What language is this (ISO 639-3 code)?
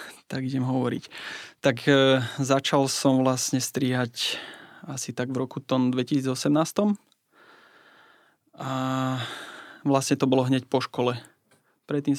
slk